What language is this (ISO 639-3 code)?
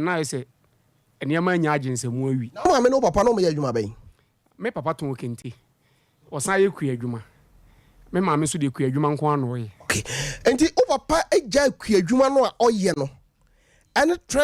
aka